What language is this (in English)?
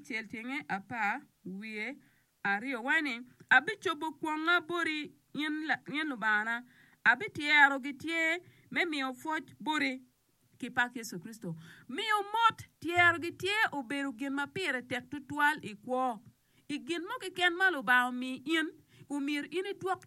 Acoli